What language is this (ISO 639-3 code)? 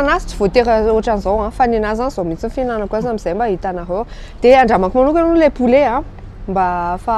mlg